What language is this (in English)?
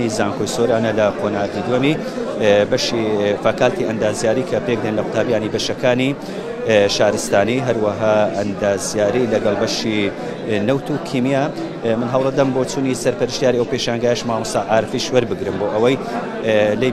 Central Kurdish